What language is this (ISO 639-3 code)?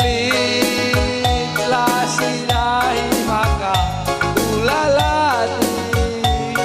btx